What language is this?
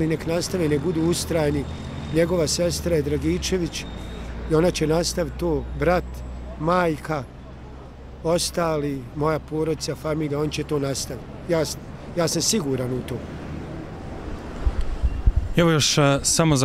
Bosnian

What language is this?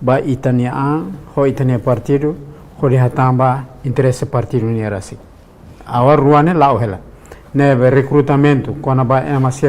Tetum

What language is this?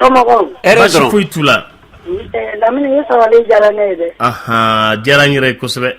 Bambara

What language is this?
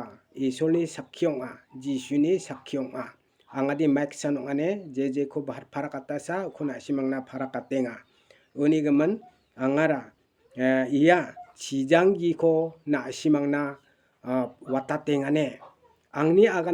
Garo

